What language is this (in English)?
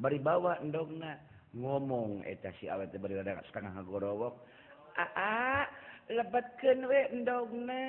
Sundanese